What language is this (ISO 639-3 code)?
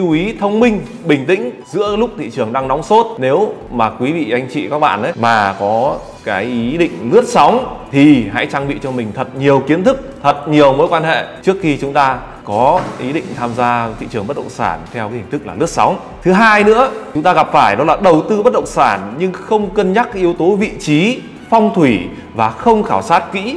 vie